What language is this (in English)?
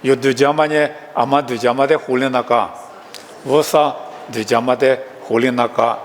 Lisu